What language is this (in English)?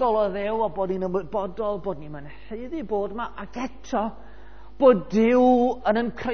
Welsh